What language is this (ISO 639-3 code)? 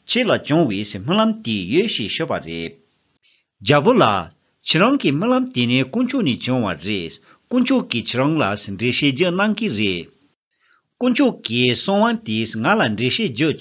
bod